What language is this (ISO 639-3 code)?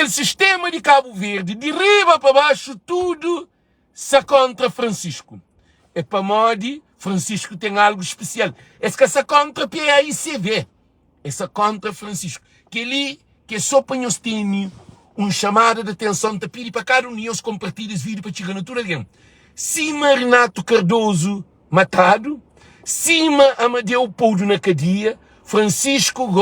kea